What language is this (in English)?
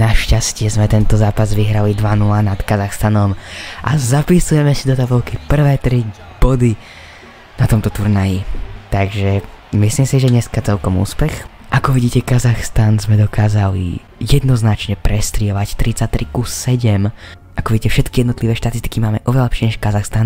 Slovak